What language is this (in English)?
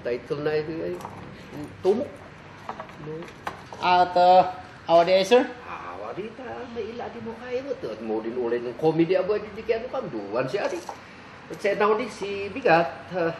Kankanaey